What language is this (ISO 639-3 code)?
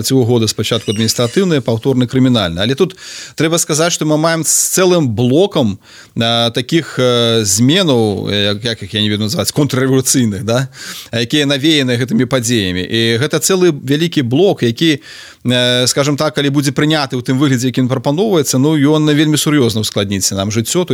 bel